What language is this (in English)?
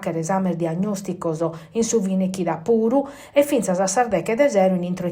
Sardinian